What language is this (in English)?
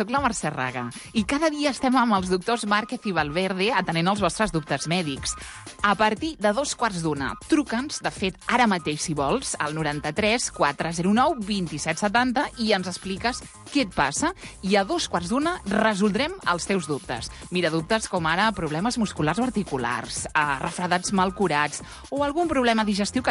Catalan